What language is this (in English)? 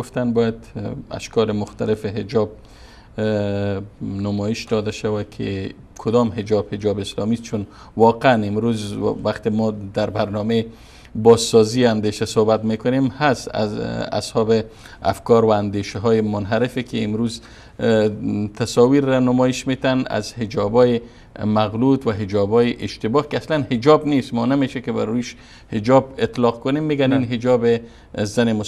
Persian